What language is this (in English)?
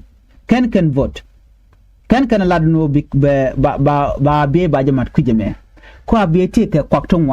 Nuer